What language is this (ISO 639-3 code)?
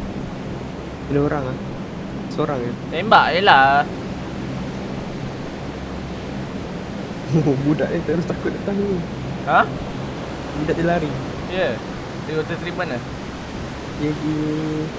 msa